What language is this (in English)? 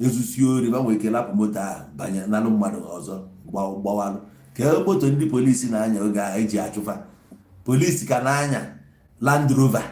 Igbo